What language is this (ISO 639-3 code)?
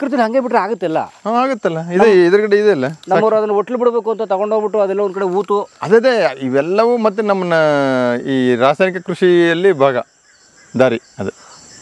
kan